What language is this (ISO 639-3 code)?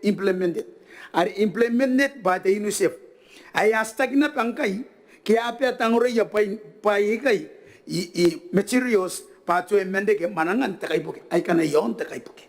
gil